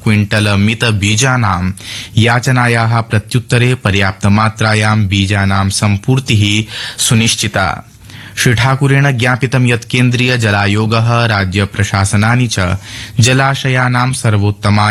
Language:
Sanskrit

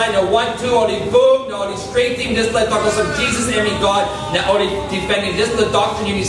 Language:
Tok Pisin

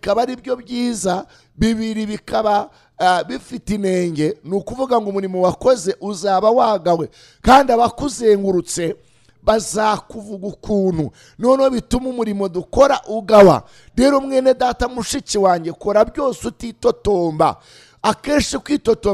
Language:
Kinyarwanda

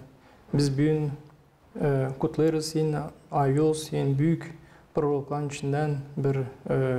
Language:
Gagauz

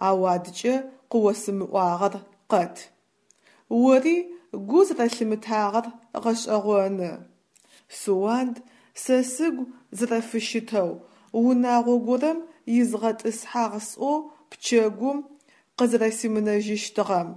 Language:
Adyghe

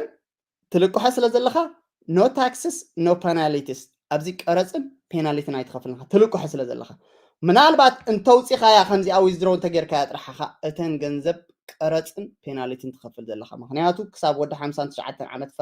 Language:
Tigrinya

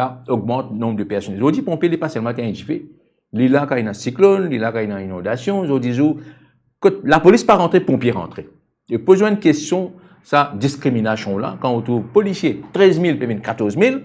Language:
Morisyen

